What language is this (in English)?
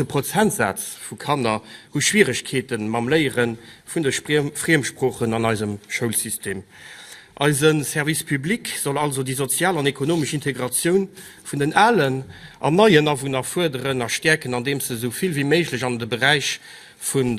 Luxembourgish